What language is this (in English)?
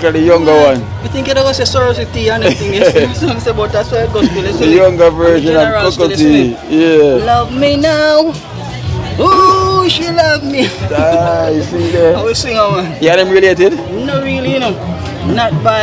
Jamaican Creole English